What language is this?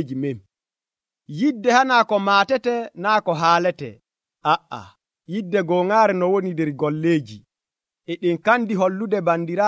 Nigerian Fulfulde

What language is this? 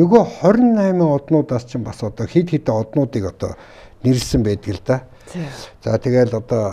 Mongolian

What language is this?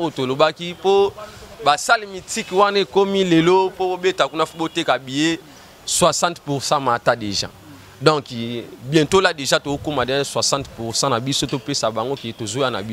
Lingala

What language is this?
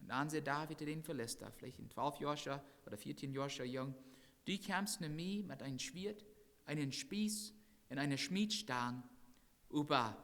Plautdietsch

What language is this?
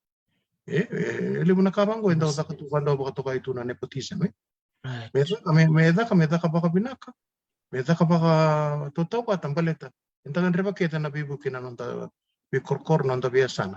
Fijian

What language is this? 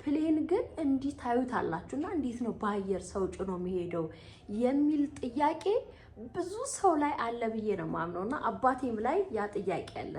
Amharic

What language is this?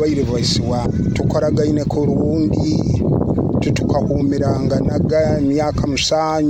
Nyoro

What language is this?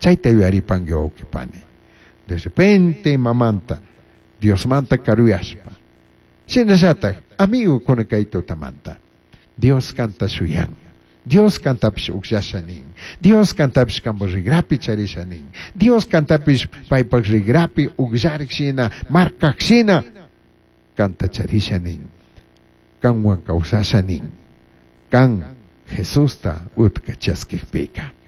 Chimborazo Highland Quichua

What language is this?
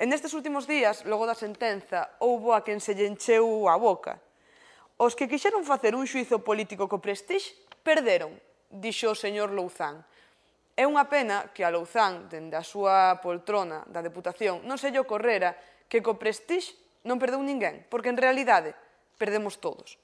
Galician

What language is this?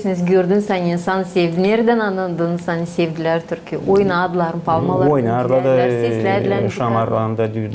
Gagauz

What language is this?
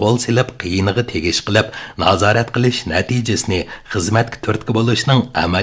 Uyghur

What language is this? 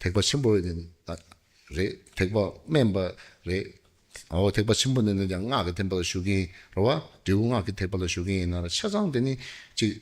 Tibetan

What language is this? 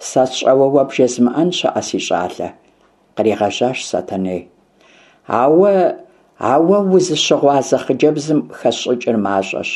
Kabardian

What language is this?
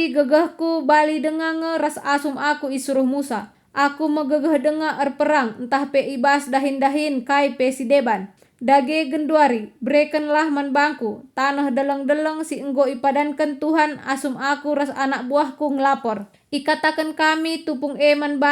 Batak Karo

